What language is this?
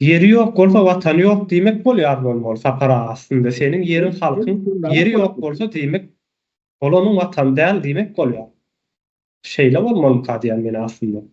Turkmen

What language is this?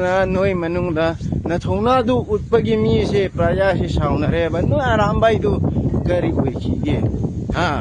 Manipuri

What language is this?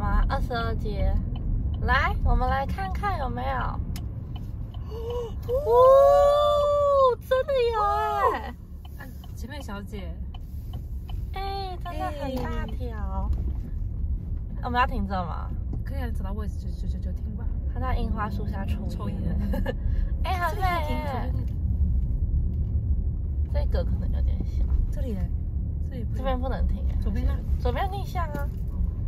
Chinese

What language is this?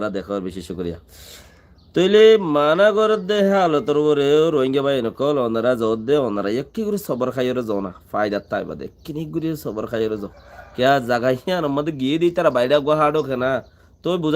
Rohingya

